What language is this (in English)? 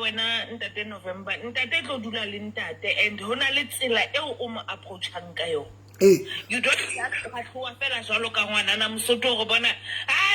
Southern Sotho